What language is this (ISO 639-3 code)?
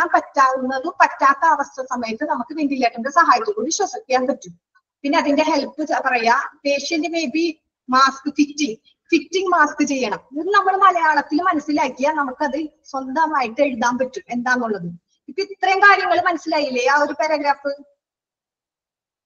mal